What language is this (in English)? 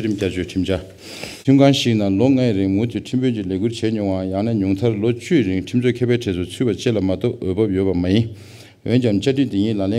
Tibetan